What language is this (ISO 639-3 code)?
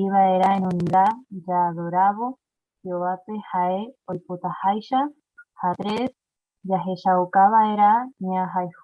grn